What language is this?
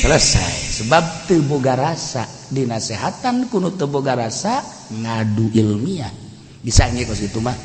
Sundanese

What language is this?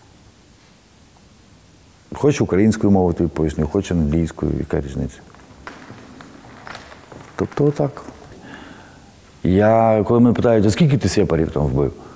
Ukrainian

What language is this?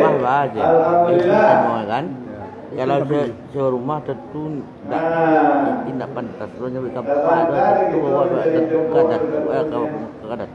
Minangkabau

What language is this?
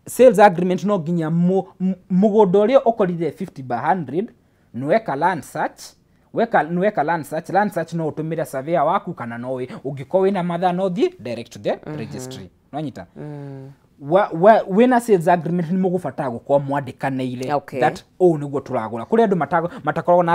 Kikuyu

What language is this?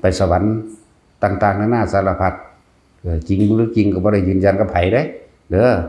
Northeastern Thai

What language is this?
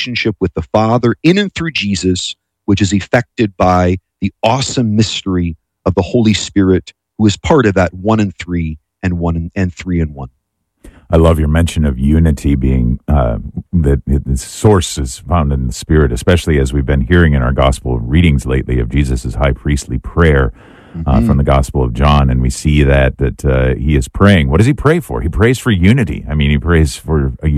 English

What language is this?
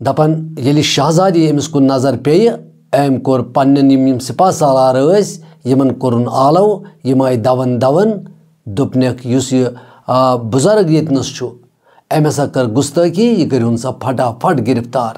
Kashmiri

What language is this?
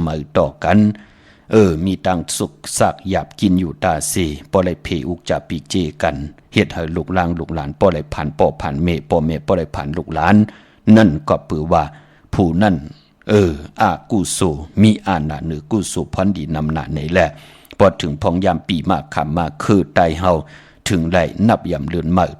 Shan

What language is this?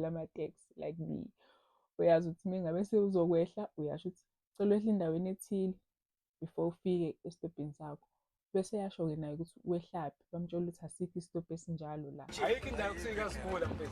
Zulu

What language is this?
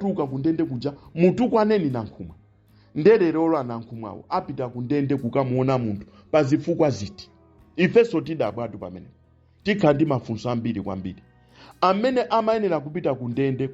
Nyanja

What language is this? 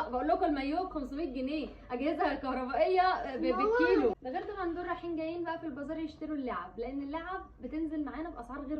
Egyptian Arabic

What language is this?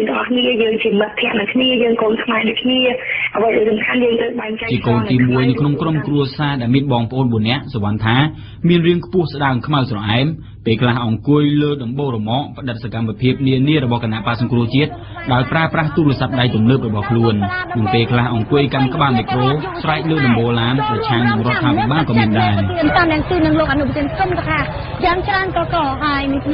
Khmer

